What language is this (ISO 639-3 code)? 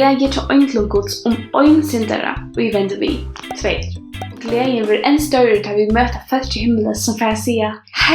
fao